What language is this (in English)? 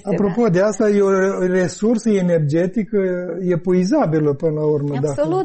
Romanian